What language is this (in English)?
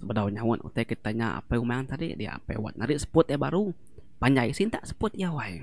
Iban